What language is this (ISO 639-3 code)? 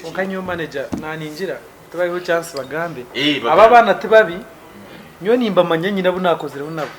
nyn